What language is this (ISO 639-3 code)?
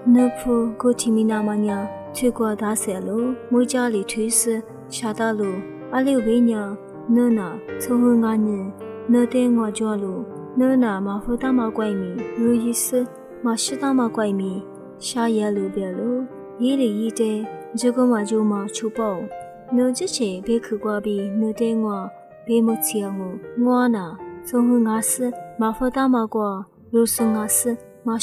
lis